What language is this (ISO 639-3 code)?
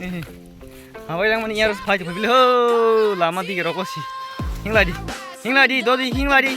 trp